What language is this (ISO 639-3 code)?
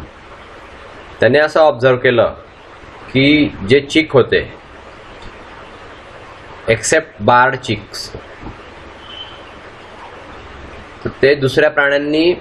mar